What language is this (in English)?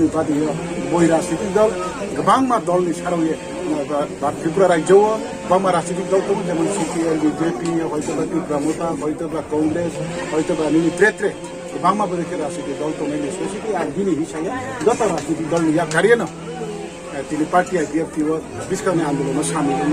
Riang (India)